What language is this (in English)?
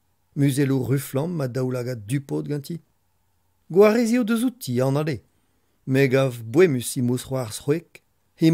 Breton